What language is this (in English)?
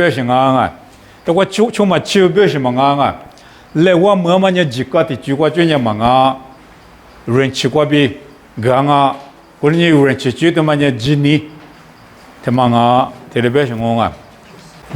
Lisu